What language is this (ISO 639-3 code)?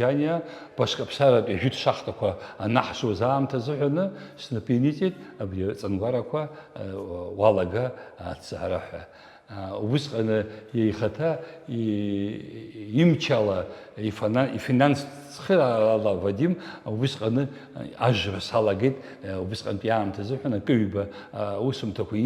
abk